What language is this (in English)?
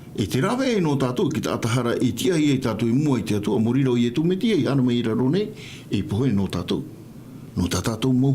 Tahitian